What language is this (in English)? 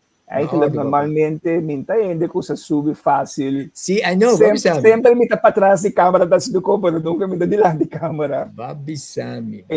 Papiamento